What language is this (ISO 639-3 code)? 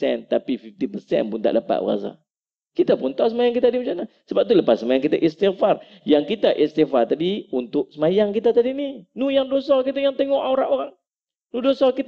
msa